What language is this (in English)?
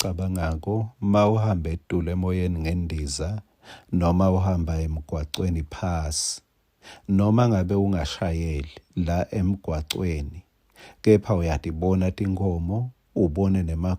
Swati